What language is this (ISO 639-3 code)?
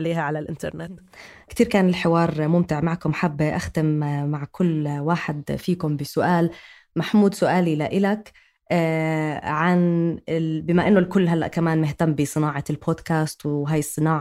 apc